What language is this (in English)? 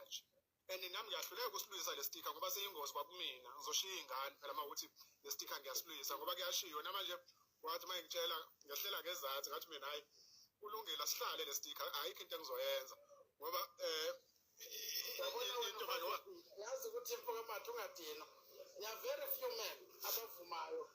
Zulu